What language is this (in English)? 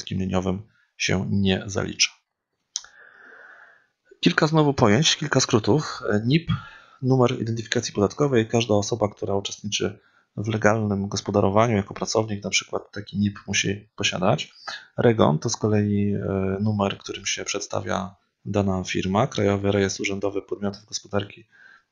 Polish